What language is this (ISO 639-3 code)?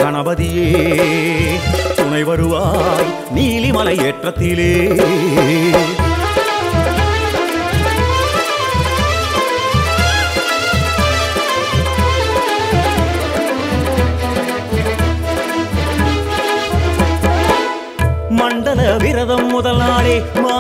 tam